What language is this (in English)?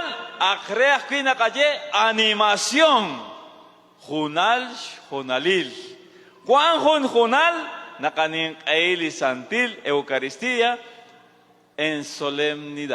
Kekchí